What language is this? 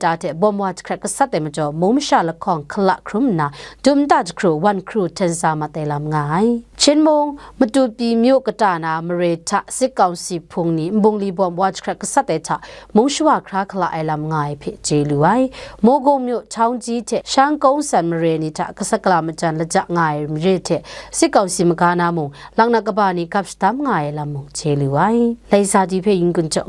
Kachin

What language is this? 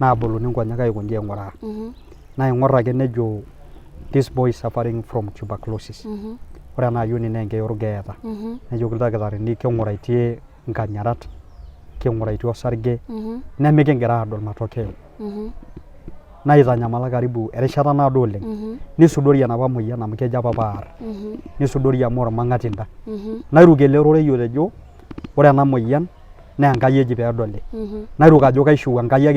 Masai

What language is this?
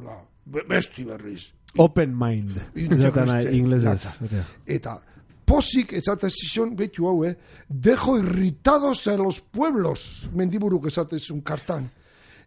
Basque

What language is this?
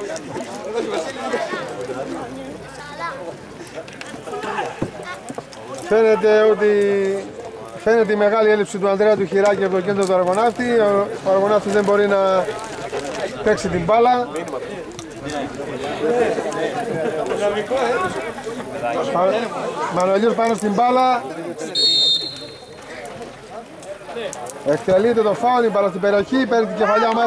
Greek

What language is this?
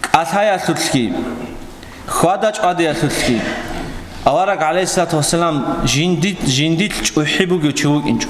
Avaric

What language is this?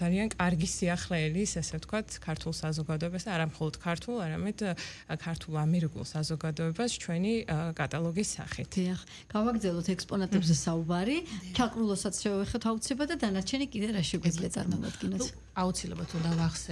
Georgian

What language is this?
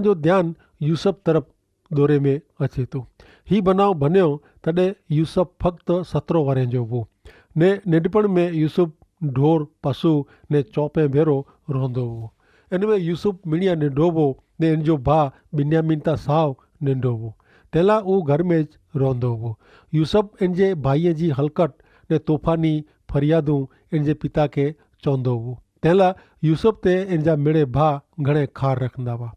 Kachhi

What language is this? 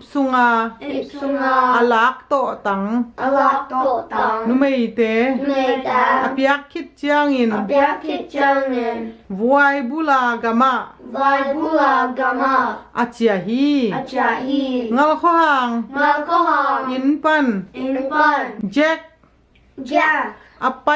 Tedim Chin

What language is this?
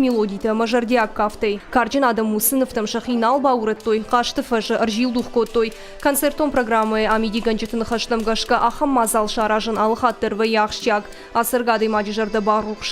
Ossetic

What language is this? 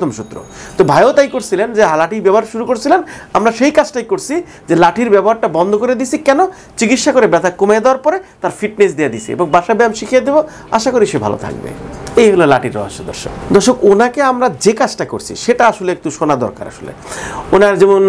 Bangla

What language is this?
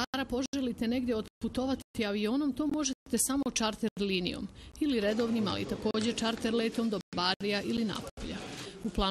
Bosnian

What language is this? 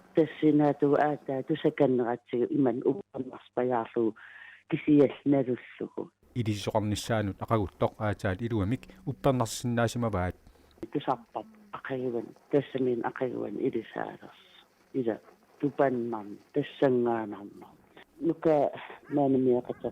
Kalaallisut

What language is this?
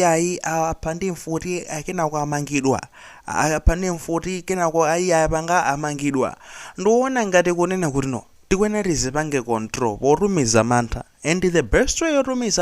Nyanja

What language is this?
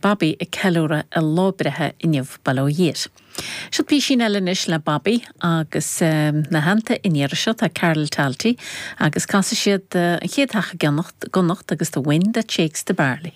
Irish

